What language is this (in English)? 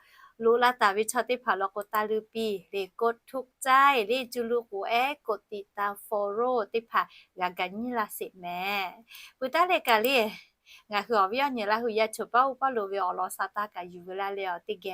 Lahu